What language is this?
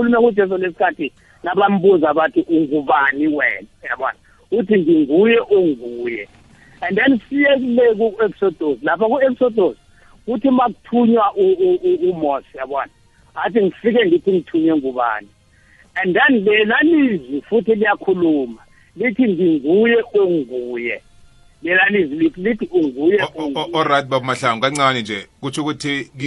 South Ndebele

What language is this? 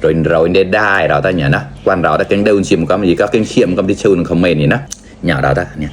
Mon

